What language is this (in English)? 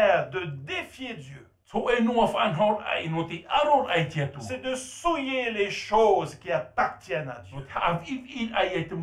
Tahitian